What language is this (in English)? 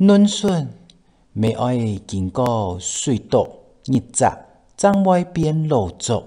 Hakka Chinese